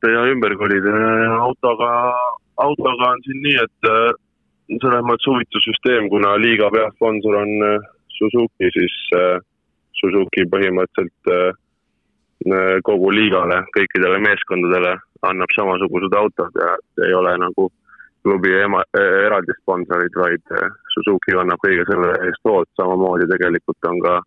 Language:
Estonian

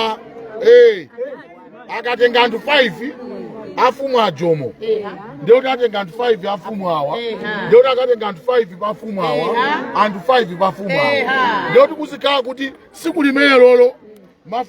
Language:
Nyanja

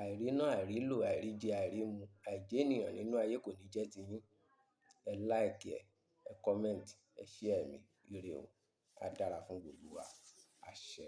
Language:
Yoruba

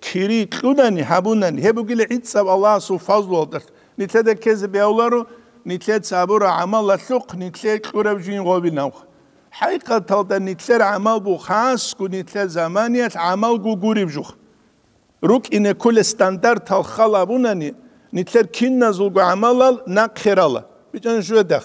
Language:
Avaric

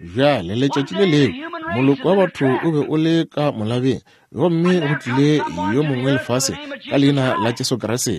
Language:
Northern Sotho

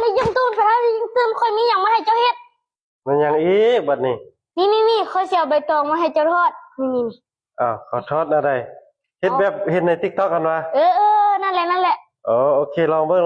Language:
Lao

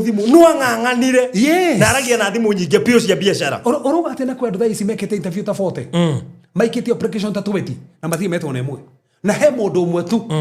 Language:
Kikuyu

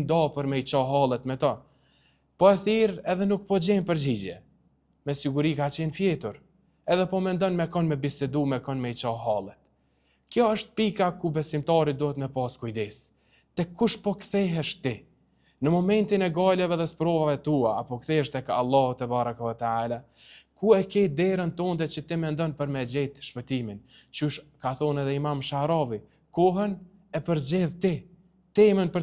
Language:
Albanian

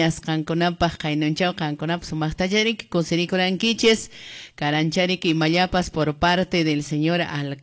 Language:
Quechua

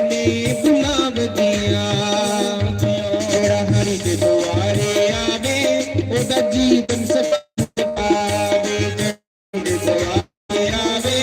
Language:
Dogri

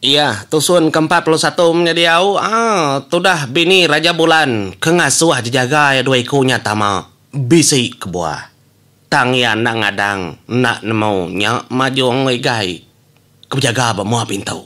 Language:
Iban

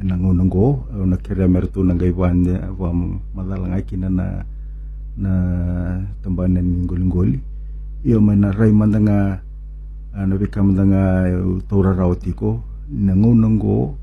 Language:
Fijian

